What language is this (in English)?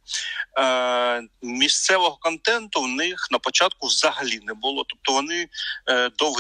Ukrainian